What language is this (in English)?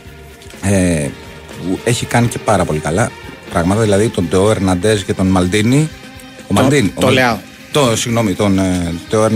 Greek